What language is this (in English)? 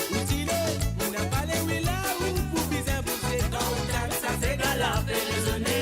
Morisyen